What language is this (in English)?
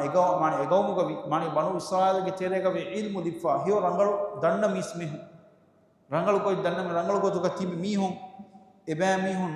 Divehi